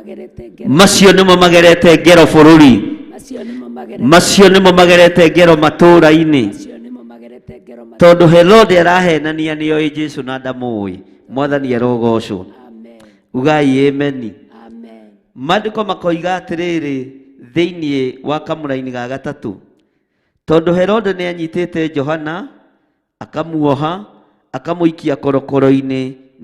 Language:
Kikuyu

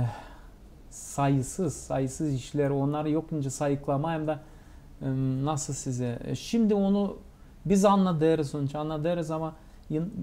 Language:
Gagauz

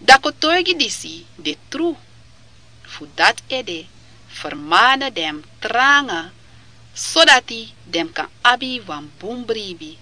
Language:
Sranan Tongo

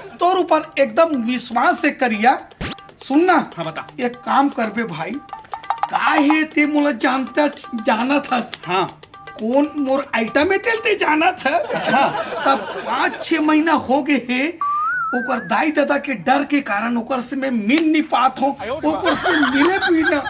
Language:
Chhattisgarhi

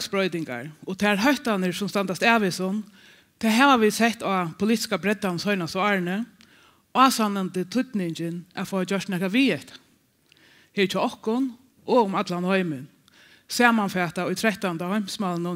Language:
Faroese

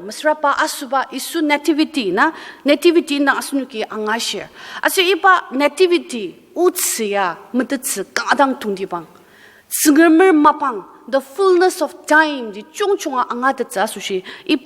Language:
Ao Naga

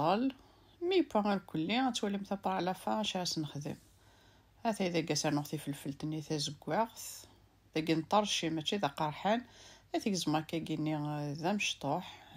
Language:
Kabyle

